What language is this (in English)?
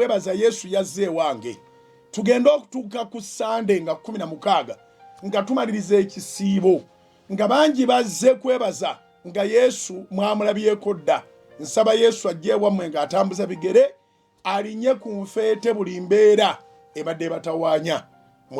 Ganda